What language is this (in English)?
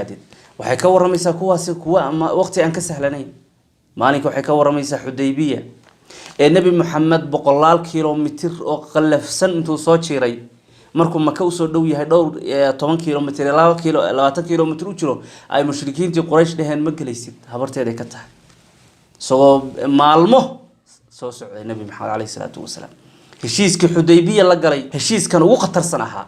Somali